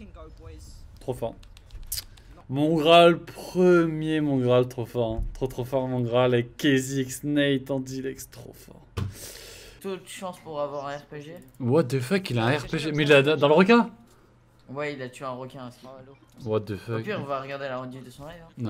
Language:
French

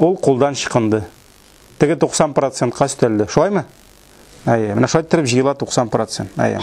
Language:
Tatar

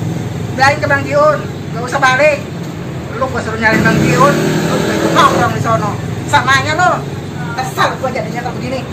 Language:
Betawi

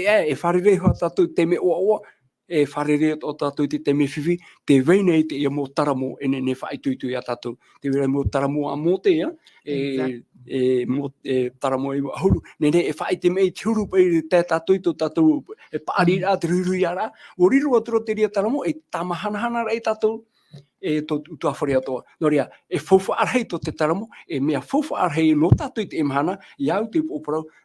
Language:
Tahitian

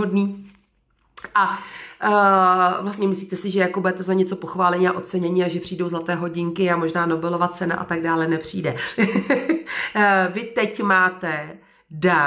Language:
Czech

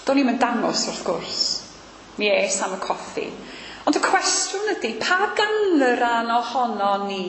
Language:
Welsh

